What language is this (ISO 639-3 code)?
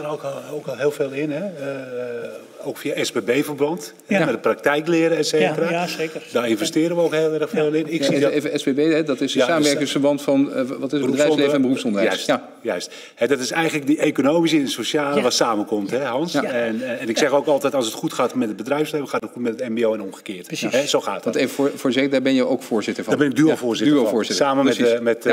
nld